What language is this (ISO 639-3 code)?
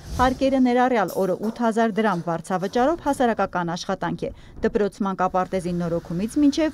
hye